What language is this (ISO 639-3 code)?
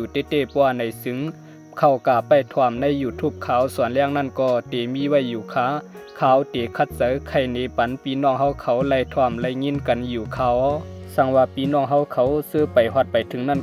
shn